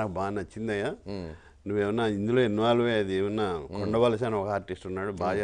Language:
Telugu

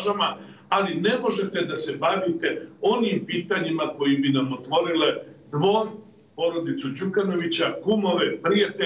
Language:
Serbian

